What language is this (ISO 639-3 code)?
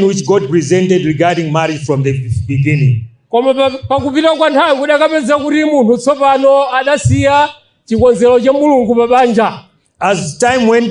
nya